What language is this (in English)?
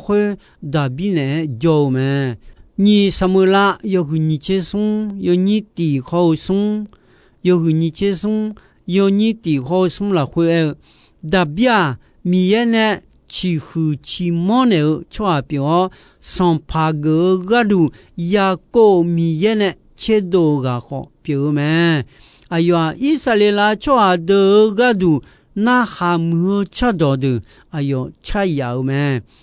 Akha